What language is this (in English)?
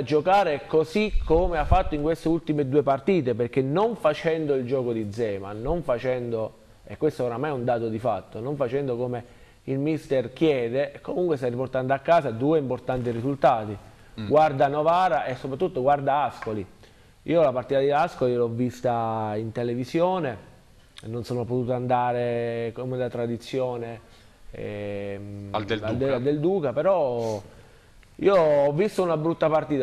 Italian